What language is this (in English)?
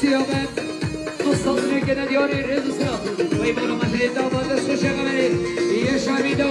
Kurdish